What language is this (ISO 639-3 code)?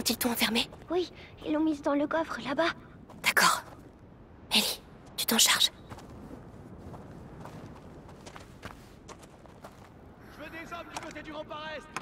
fra